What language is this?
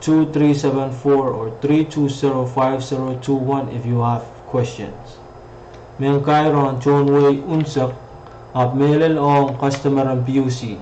Pohnpeian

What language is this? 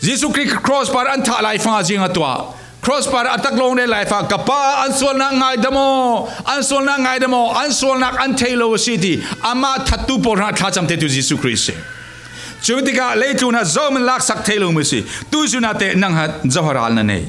Falam Chin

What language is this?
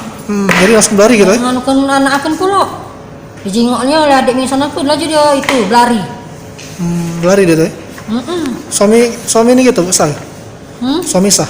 Musi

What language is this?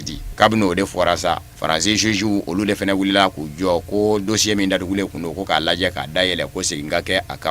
Bambara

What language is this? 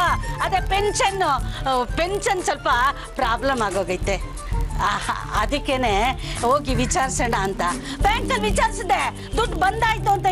Kannada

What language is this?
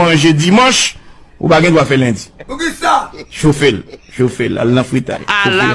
Haitian Creole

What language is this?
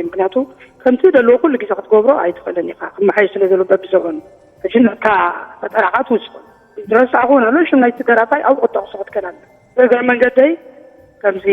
Tigrinya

